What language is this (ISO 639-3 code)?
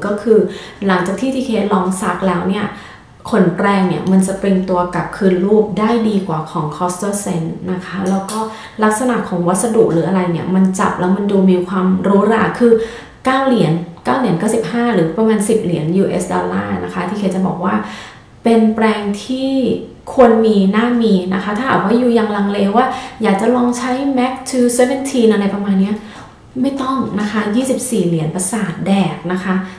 tha